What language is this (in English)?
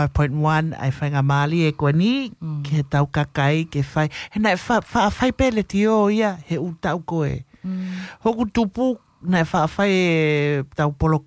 Tongan